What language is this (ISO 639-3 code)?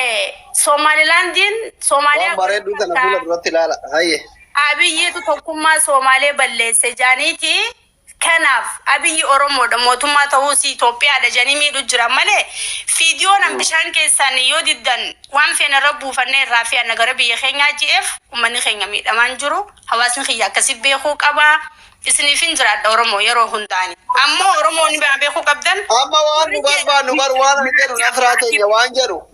orm